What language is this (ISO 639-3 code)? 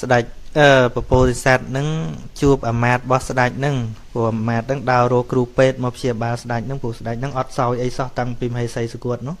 khm